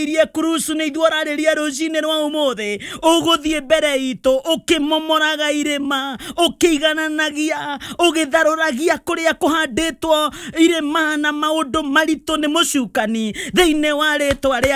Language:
Kikuyu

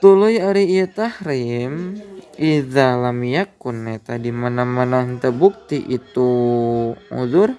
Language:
Sundanese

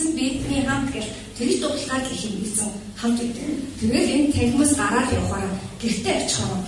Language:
Mongolian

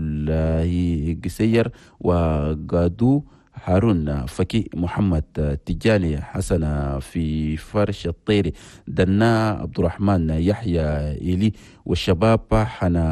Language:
Chadian Arabic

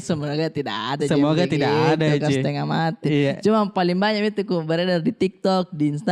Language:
Makassar Malay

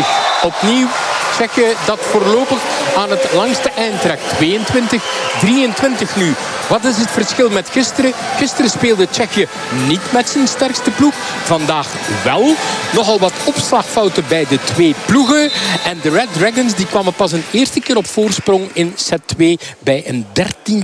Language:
Dutch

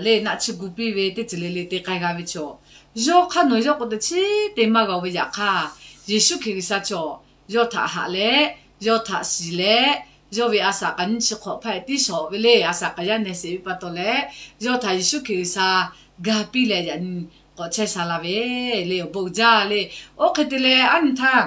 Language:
Lahu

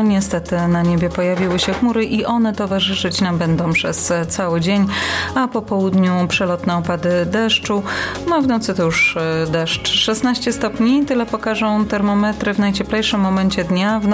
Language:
Polish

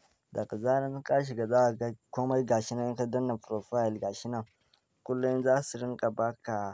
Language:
Hausa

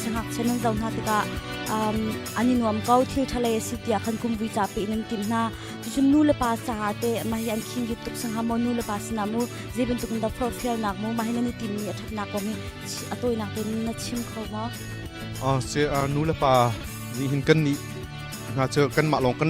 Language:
Hakha Chin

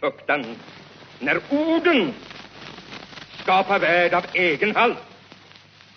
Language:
Swedish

